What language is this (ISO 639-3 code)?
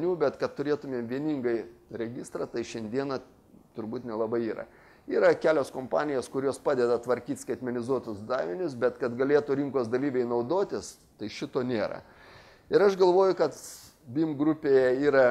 lit